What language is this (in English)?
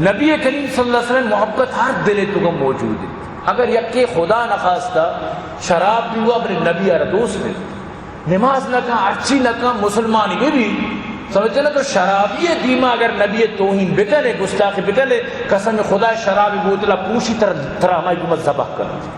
Eastern Balochi